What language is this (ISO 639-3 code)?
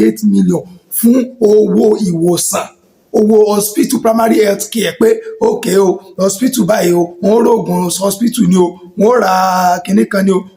yor